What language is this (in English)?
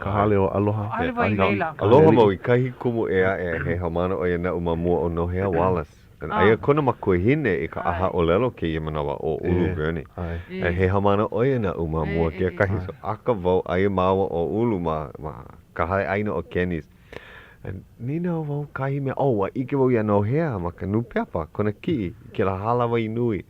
Hawaiian